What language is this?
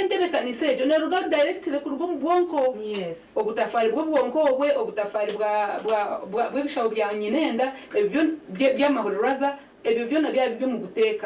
Nyankole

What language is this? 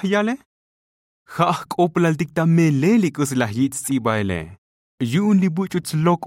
Tzotzil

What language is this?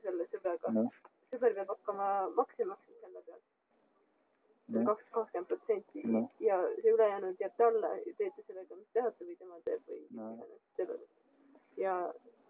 Estonian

